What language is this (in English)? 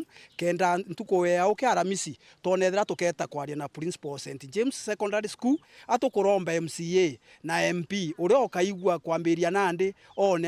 Meru